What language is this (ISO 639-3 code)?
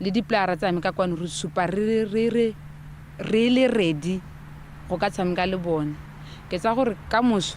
tsn